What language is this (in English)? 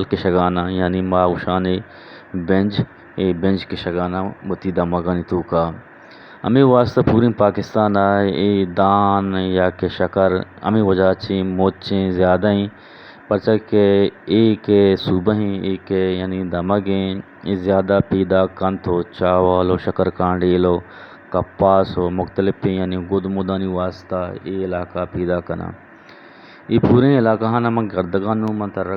Eastern Balochi